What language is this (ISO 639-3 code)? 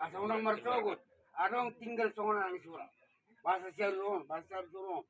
bbc